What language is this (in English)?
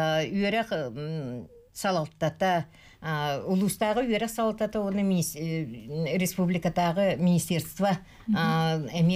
Yakut